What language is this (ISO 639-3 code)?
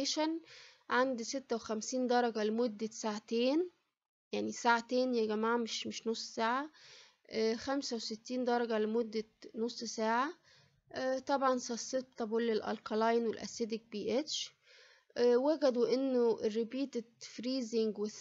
arz